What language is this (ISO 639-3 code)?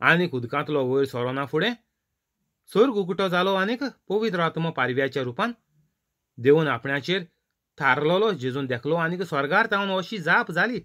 kok